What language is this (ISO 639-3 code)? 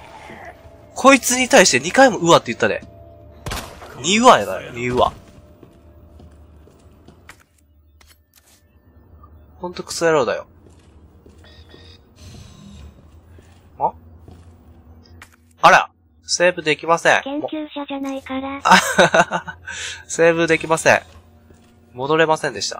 jpn